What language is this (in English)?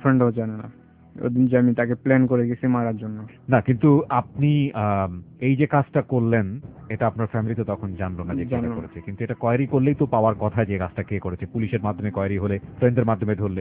Bangla